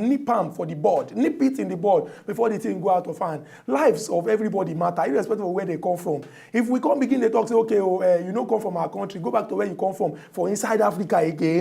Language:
Nigerian Pidgin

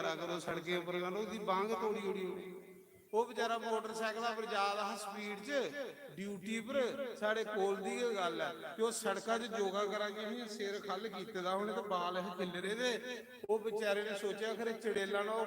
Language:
Dogri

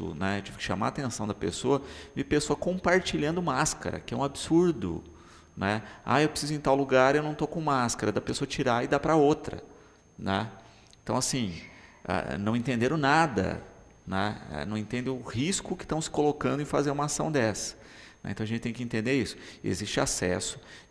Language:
Portuguese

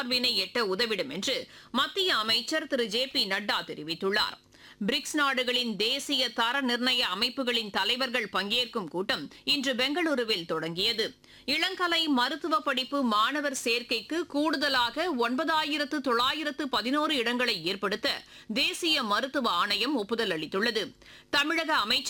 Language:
Tamil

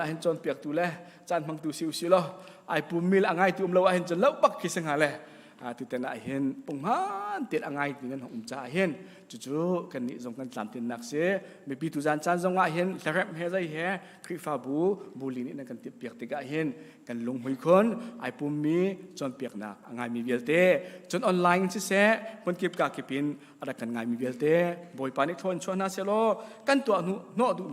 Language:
Hakha Chin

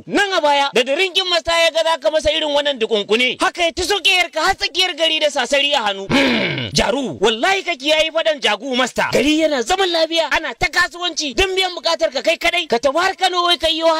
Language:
Hausa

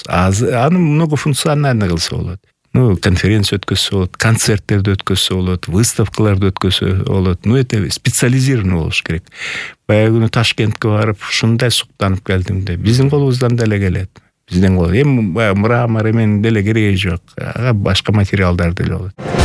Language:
Kyrgyz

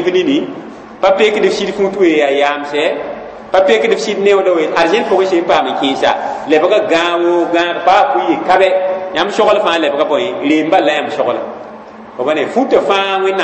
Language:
Mossi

